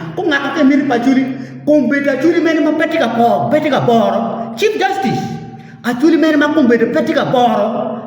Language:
Acoli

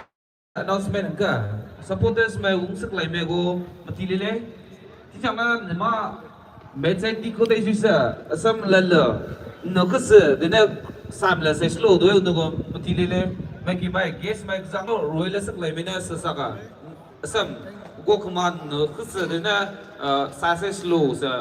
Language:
Maram Naga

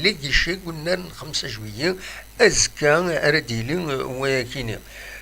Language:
Kabyle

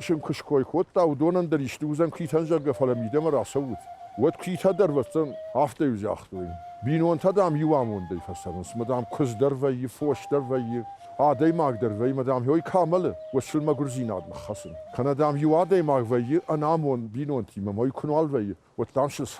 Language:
Ossetic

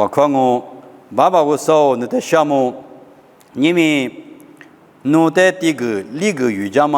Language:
Lisu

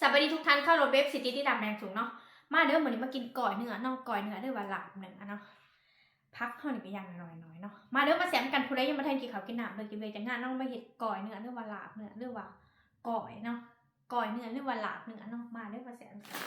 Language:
Northeastern Thai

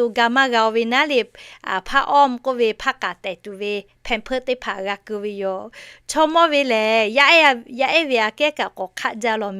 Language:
Lahu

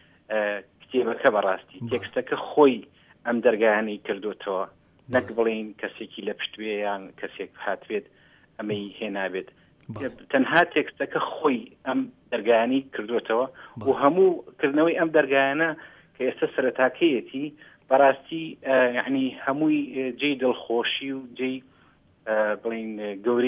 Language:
Central Kurdish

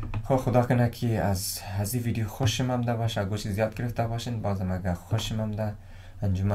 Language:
Persian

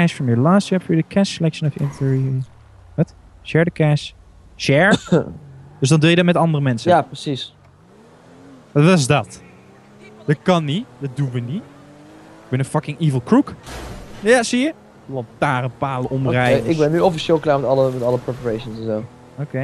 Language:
Dutch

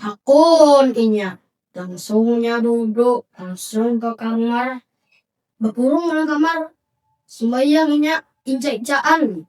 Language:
Banjar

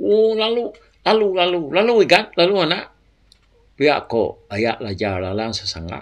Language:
Iban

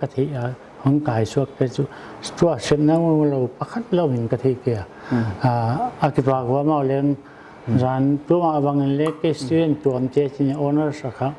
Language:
Paite Chin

